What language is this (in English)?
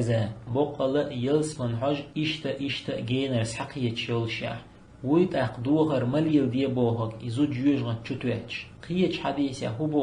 Chechen